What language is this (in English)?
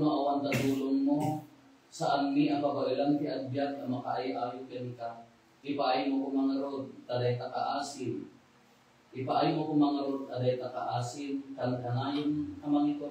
Iloko